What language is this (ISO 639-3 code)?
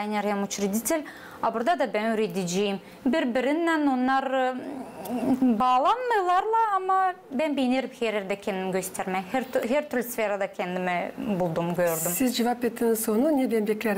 gag